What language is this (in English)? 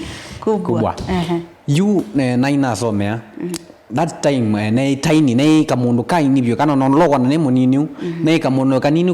Kamba